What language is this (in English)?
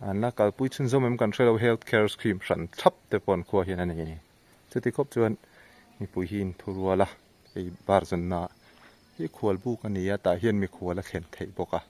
Mizo